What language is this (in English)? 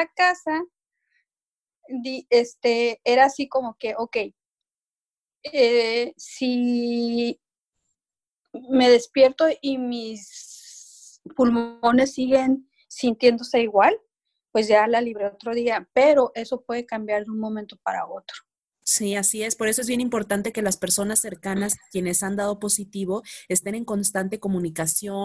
Spanish